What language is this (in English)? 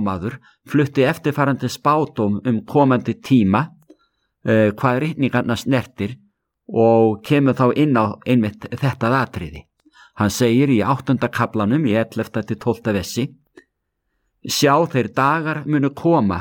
Icelandic